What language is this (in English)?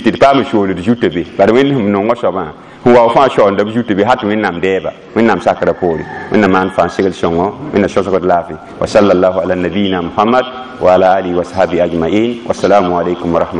Mossi